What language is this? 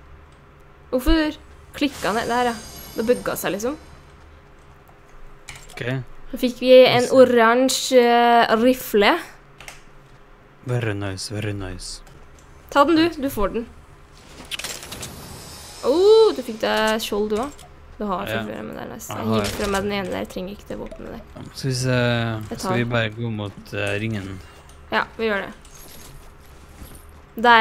Norwegian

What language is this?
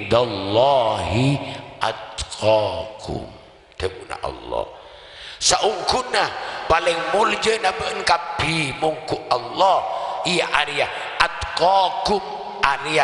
Madurese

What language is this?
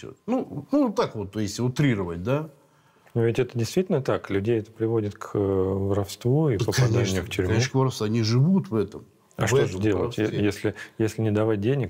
Russian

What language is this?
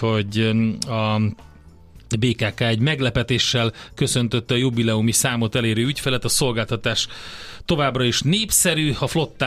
Hungarian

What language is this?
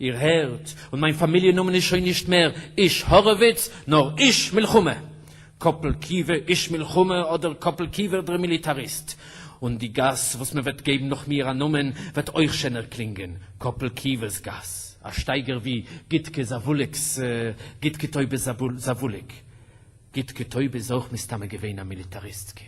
Yiddish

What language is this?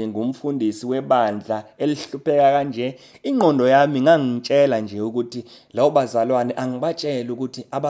Zulu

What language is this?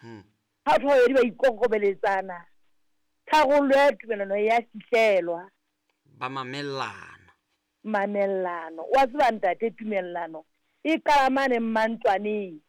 Southern Sotho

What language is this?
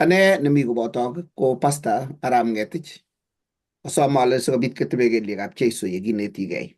Kalenjin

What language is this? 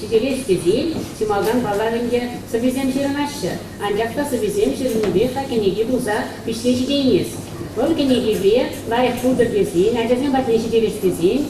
Chuvash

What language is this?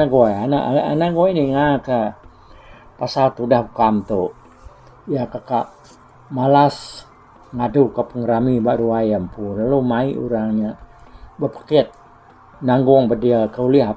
Iban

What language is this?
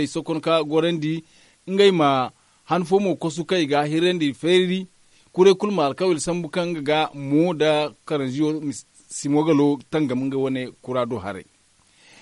Zarma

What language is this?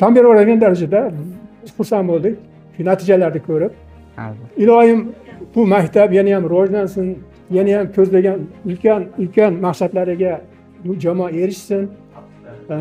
Uzbek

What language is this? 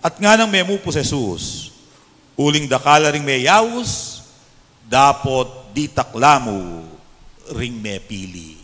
Pampanga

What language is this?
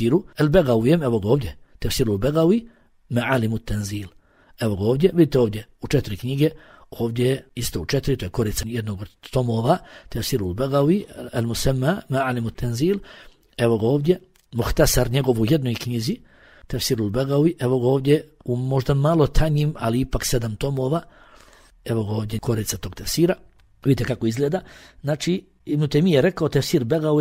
Bosnian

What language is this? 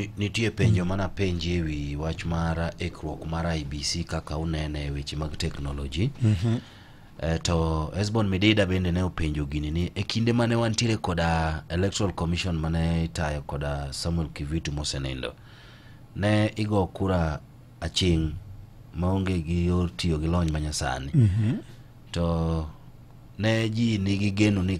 Luo (Kenya and Tanzania)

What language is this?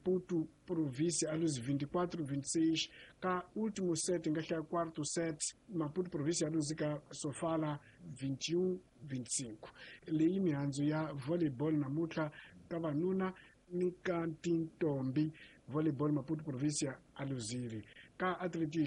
Tsonga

